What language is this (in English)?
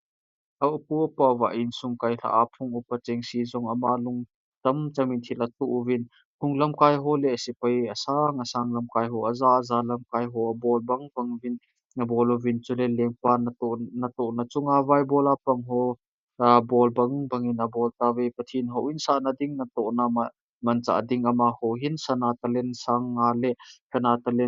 Thado Chin